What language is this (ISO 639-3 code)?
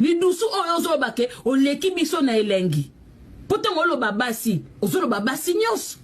lin